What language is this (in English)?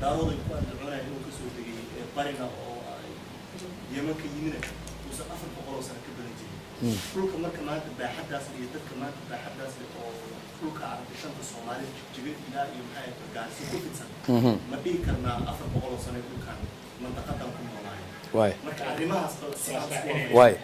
Somali